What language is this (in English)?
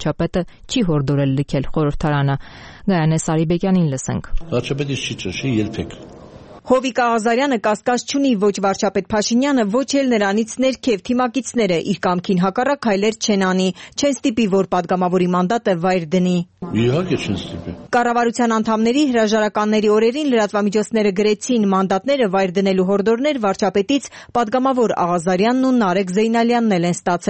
Armenian